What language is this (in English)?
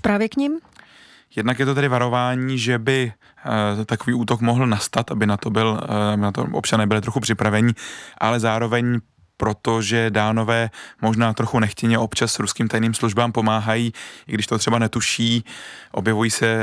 Czech